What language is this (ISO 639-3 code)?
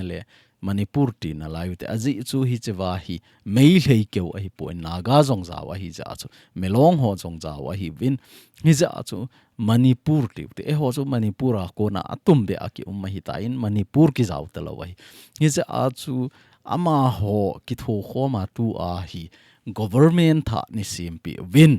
tcz